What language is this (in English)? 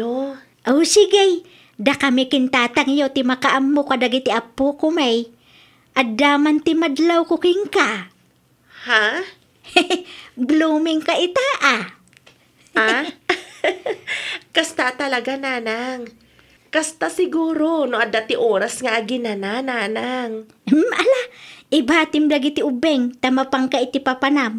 Iloko